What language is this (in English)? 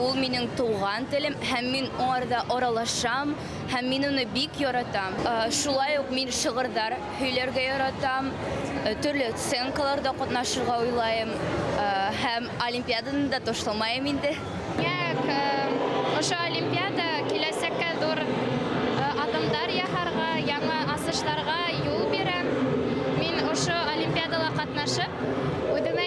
Bashkir